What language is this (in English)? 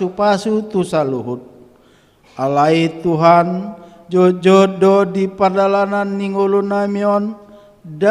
Batak Toba